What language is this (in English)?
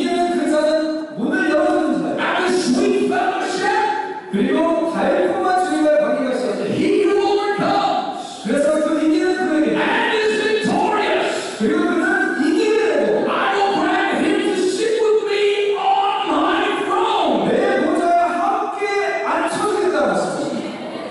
Korean